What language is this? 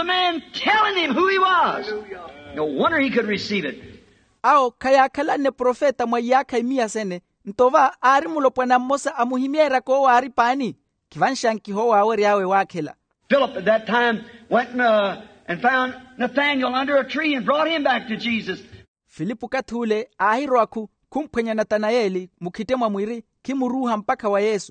Makhuwa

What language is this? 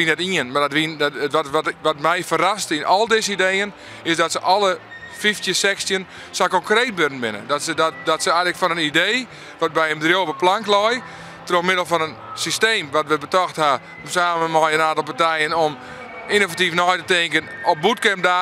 Western Frisian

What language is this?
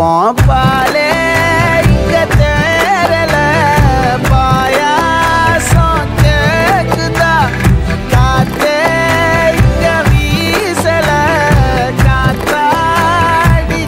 Tamil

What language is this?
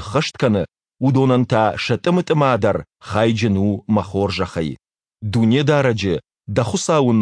Ossetic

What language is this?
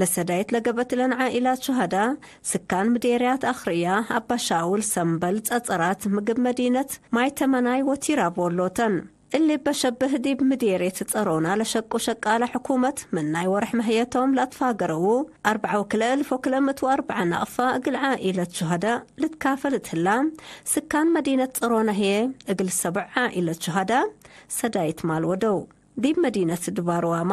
Tigre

